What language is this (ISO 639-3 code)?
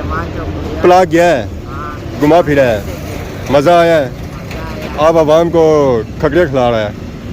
phr